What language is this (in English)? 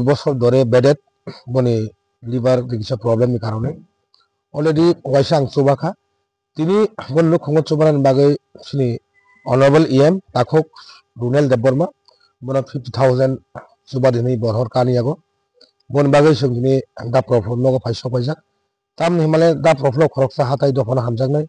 Kok Borok